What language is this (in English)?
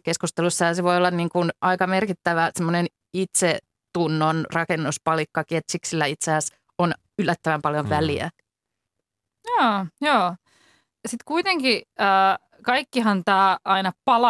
Finnish